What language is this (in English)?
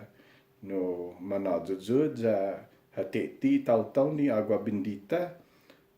Chamorro